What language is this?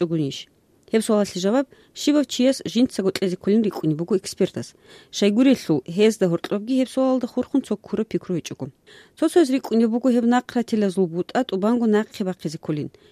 Avaric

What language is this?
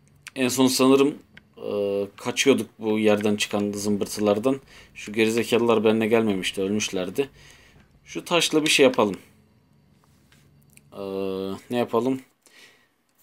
Turkish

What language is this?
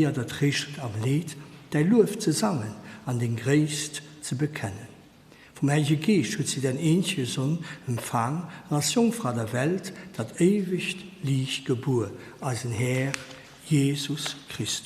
Luxembourgish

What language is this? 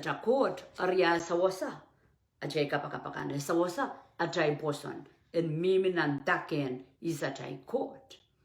Pohnpeian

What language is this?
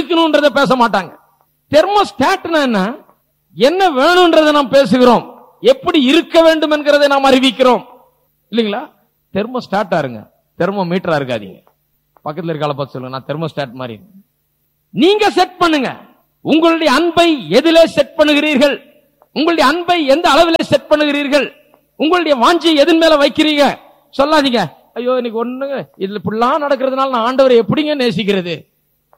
Tamil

